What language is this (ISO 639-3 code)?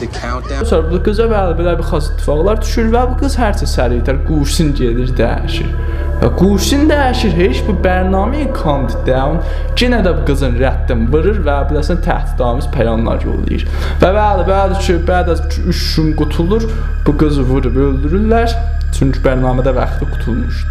azb